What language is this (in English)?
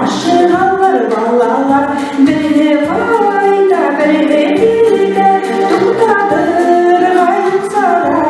Bashkir